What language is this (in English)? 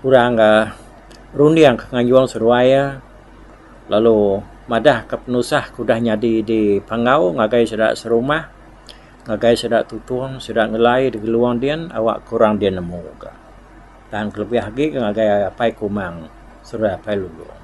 Iban